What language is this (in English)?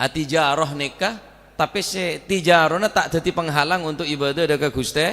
Madurese